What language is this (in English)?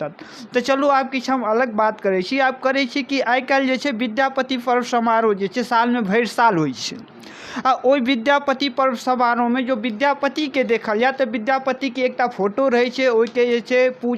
Maithili